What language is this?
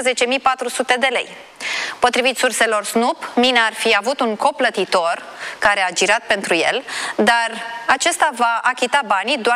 Romanian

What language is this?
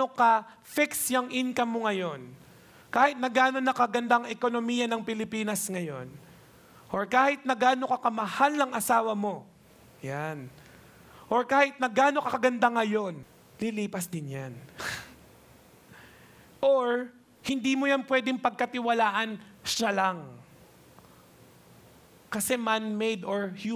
Filipino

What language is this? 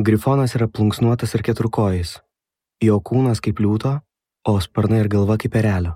Lithuanian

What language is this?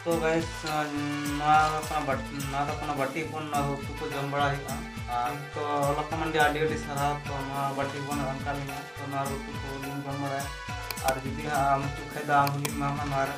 Santali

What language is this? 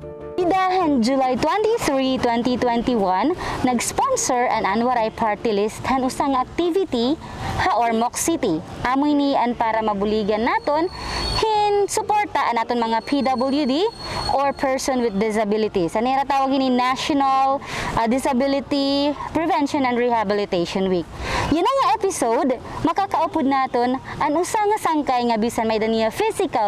Waray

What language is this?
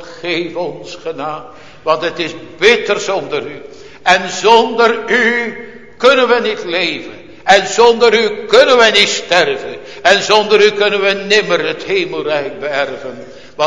Dutch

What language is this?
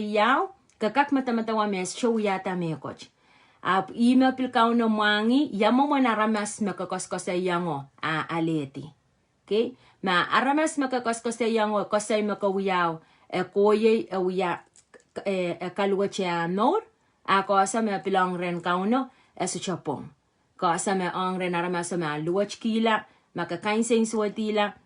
Pohnpeian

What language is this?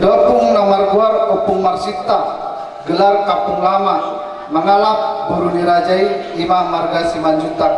Batak Toba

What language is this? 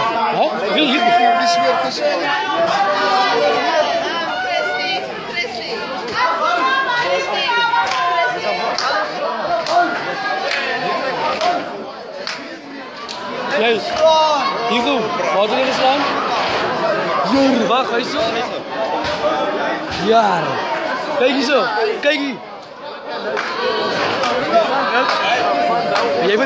Afrikaans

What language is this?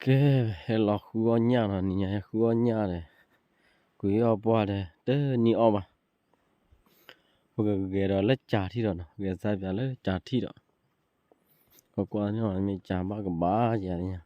S'gaw Karen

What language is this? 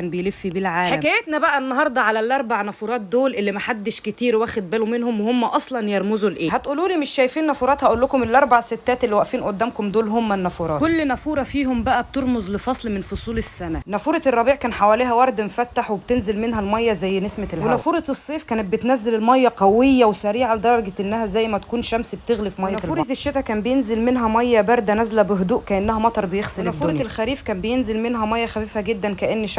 Egyptian Arabic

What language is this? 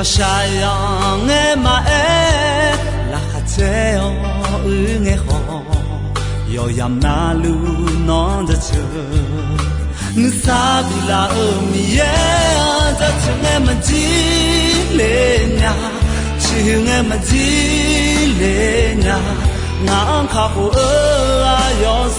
Akha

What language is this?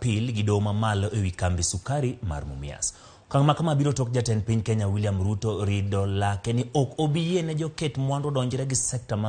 Luo (Kenya and Tanzania)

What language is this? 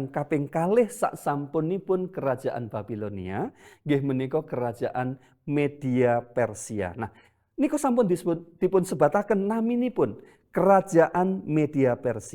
Javanese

